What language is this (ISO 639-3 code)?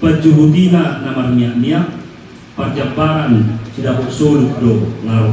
bbc